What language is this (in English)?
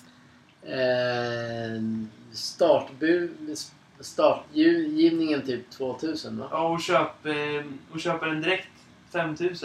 Swedish